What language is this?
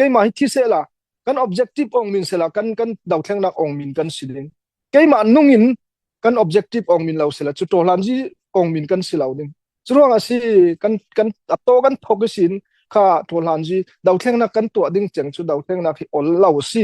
Falam Chin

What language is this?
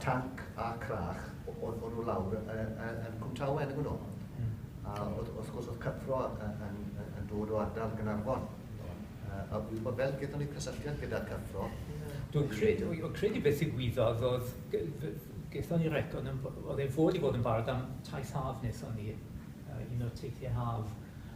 Welsh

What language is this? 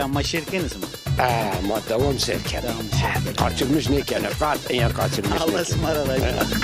Zaza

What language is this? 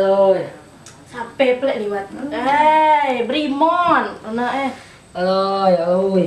Musi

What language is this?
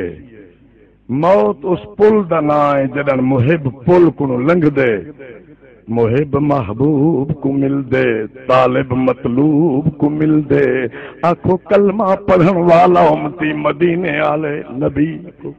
Saraiki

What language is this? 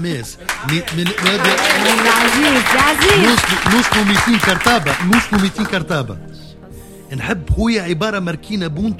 Tunisian Arabic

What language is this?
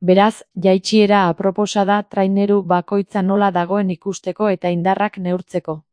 Basque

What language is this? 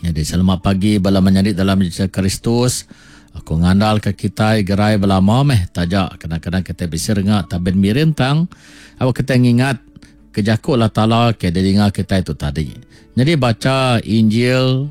Iban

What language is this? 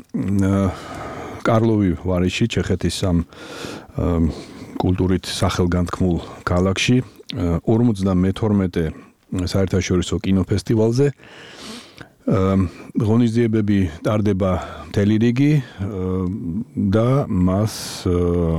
Georgian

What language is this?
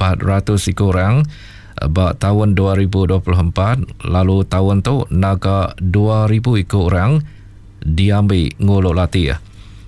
Iban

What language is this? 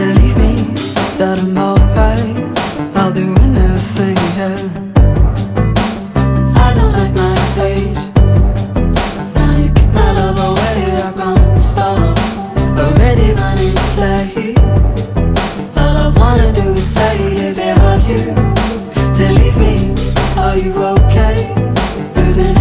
English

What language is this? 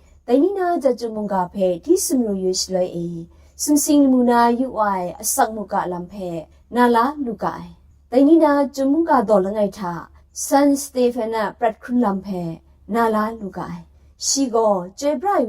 Kachin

